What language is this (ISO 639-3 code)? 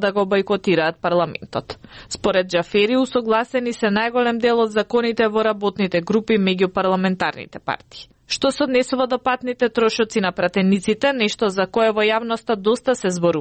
mkd